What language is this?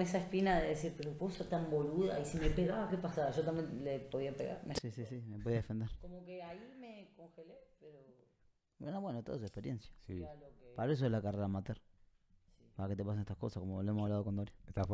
Spanish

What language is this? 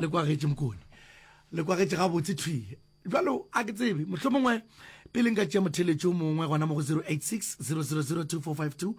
Northern Sotho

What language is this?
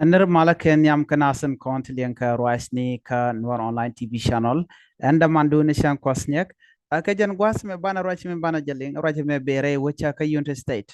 Nuer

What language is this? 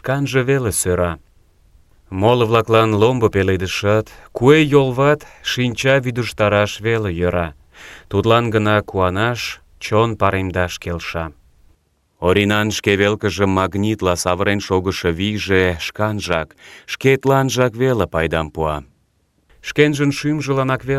Mari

